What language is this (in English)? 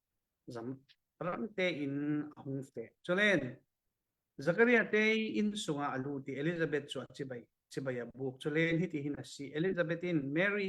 Falam Chin